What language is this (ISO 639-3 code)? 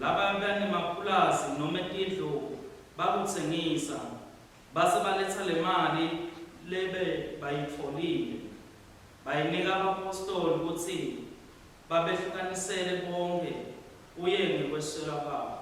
ssw